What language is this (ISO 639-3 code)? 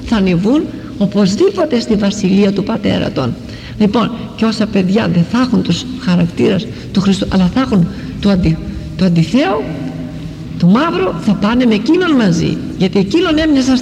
ell